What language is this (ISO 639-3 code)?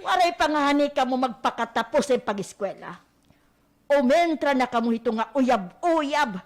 war